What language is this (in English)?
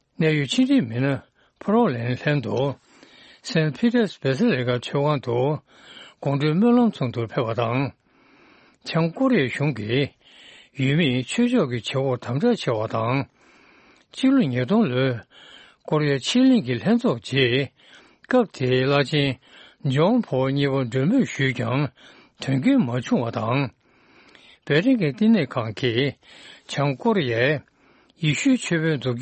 Tibetan